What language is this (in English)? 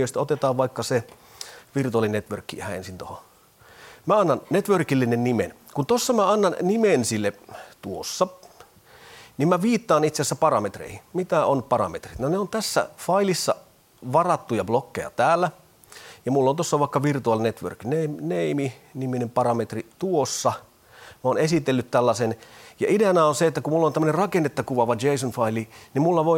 Finnish